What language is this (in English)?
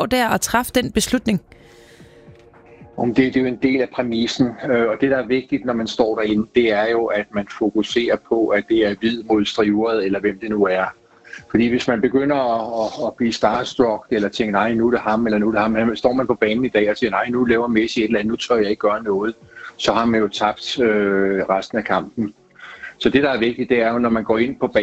Danish